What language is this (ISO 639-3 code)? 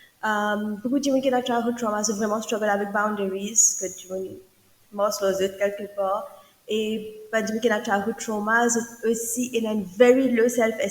mfe